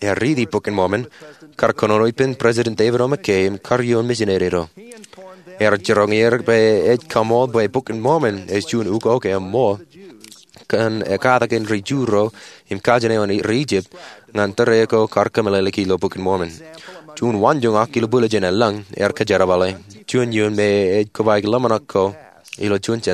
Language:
Marshallese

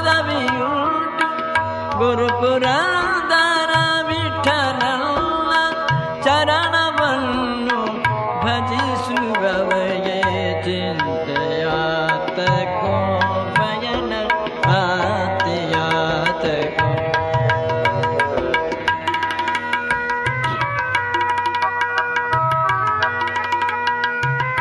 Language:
Kannada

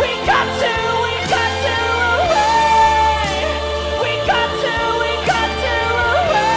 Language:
Tangkhul Naga (India)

